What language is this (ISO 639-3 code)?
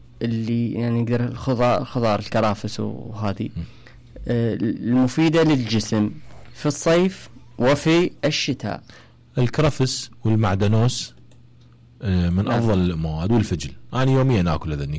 acm